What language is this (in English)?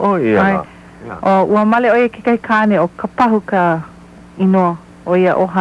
Hawaiian